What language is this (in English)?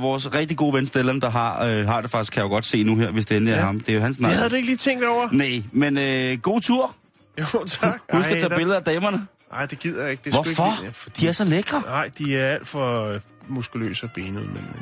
Danish